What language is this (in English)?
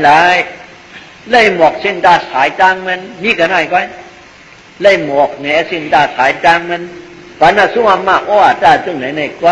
Shan